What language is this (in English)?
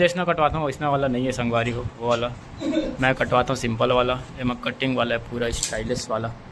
Chhattisgarhi